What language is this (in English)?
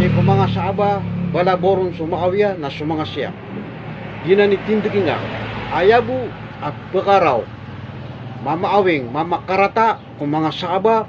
Maranao